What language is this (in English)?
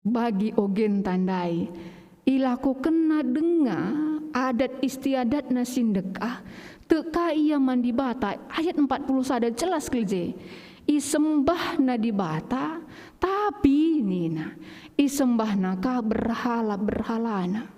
Batak Karo